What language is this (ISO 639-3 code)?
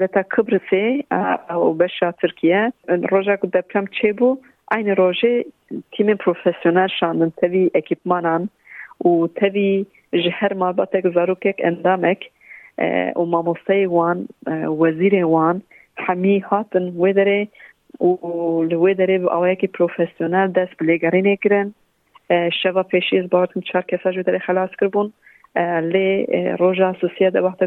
kur